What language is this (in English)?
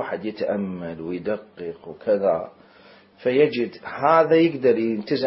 Mesopotamian Arabic